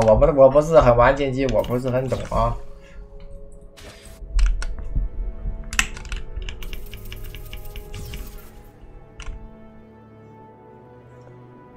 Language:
Chinese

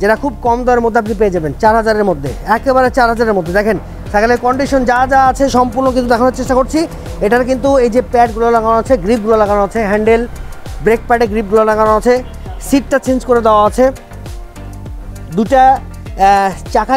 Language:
Bangla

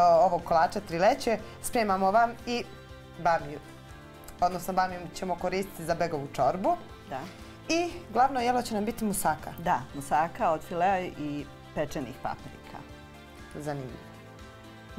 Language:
Bosnian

